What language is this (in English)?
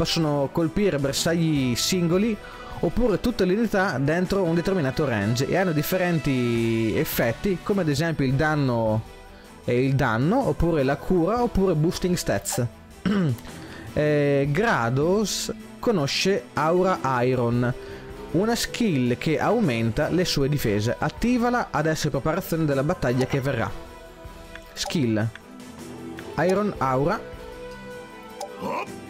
Italian